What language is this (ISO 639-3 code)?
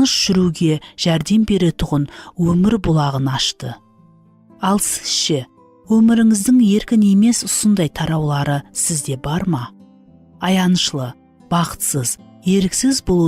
kaa